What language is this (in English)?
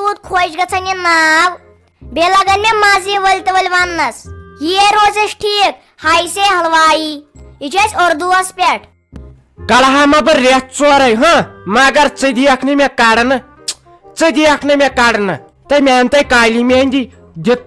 Kashmiri